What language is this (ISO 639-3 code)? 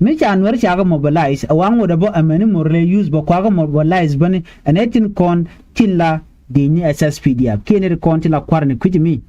nus